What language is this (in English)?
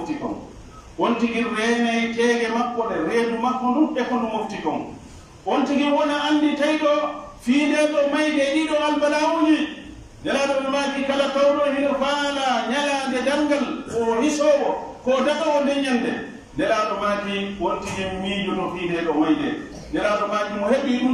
Pular